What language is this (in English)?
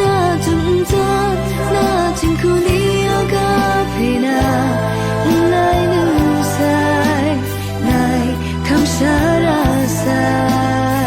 Kachin